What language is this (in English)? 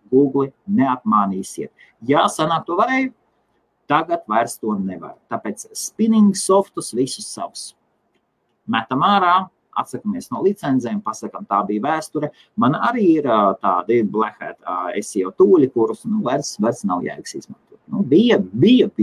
Latvian